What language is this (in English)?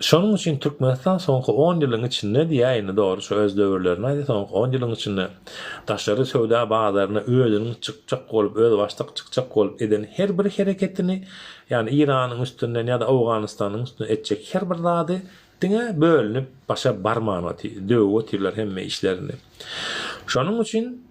Turkmen